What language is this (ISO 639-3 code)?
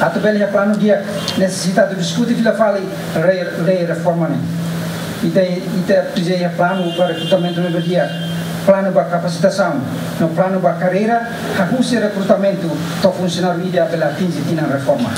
tet